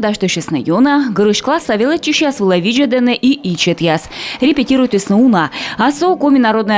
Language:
Komi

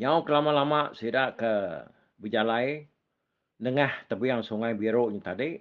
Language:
Iban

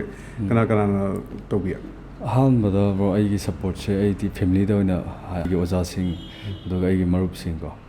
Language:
Manipuri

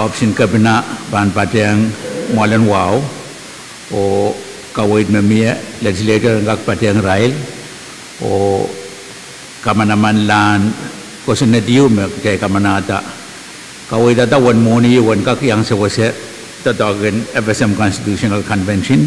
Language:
Pohnpeian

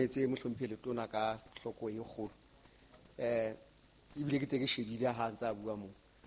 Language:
Southern Sotho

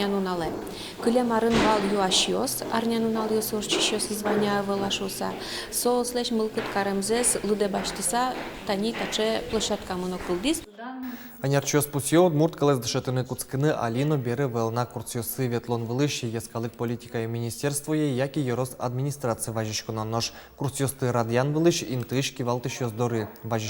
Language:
Udmurt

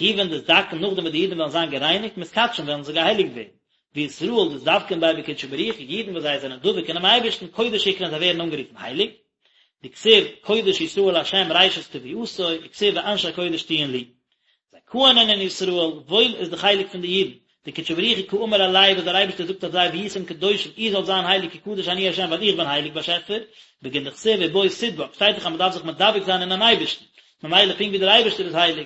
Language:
Yiddish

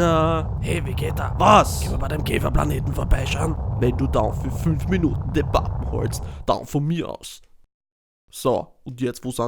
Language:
Bavarian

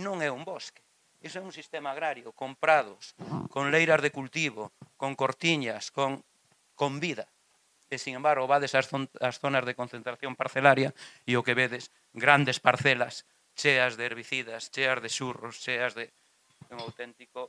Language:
Galician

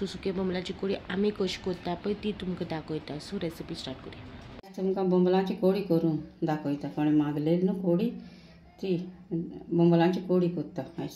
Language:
Konkani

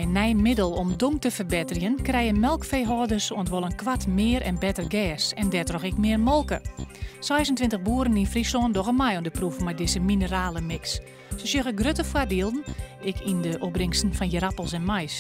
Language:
Western Frisian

